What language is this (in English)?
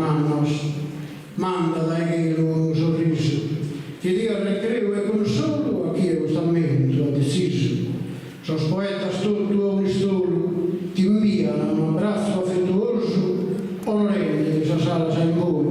Sardinian